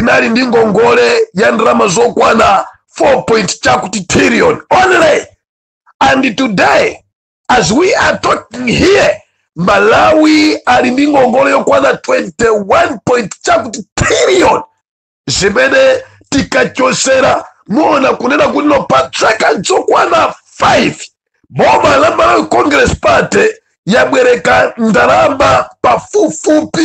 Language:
Nyanja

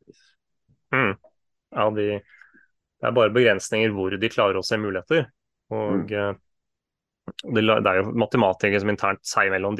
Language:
Norwegian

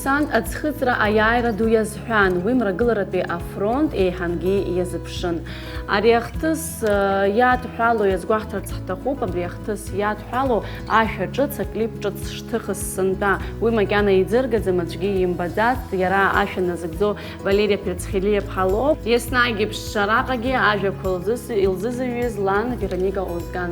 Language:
Abkhazian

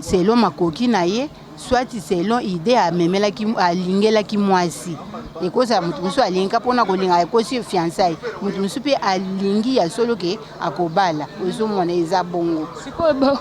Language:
Lingala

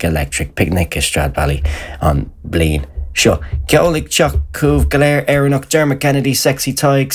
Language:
Irish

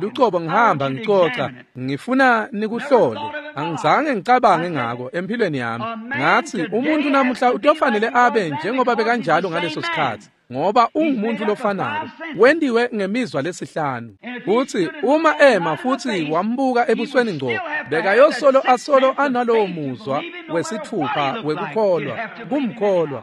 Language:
Swati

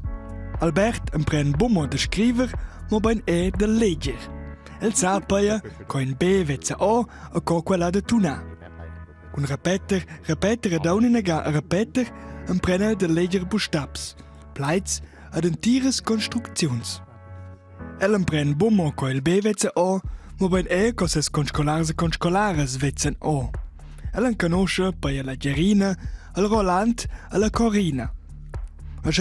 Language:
Romansh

